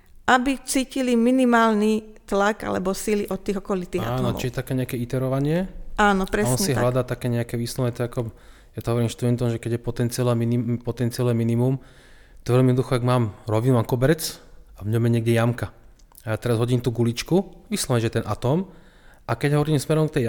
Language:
Slovak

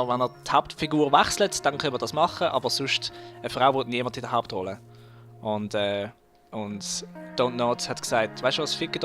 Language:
Swiss German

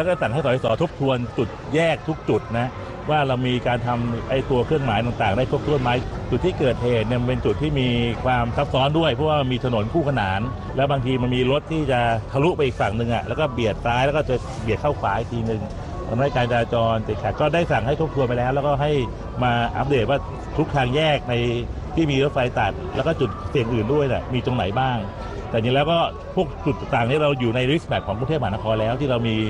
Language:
Thai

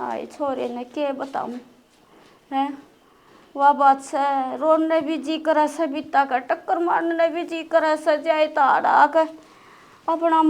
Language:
Haryanvi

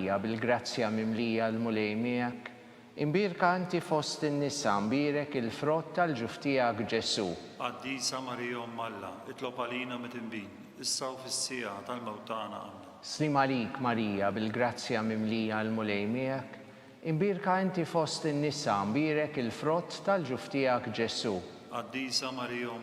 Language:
Maltese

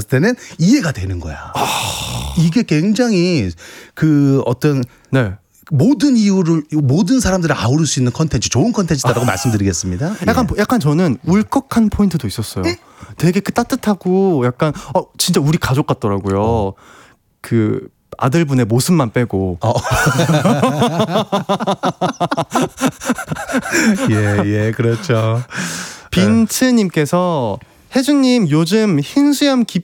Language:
Korean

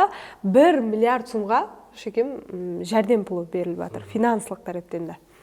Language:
Kara-Kalpak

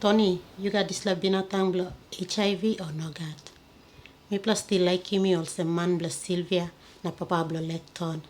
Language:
Tok Pisin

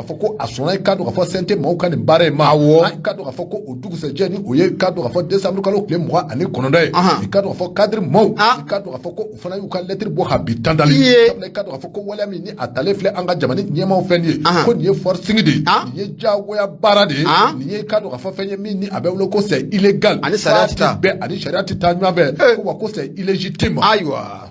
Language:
Bambara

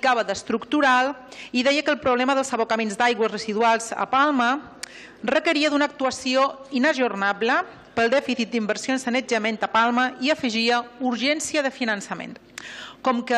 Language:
Catalan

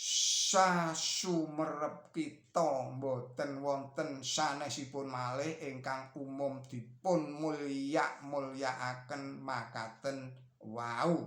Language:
Javanese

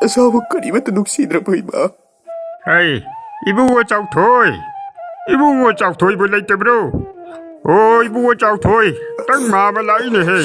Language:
Manipuri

